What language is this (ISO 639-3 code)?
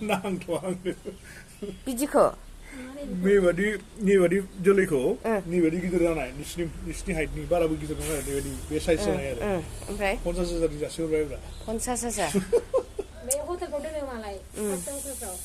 brx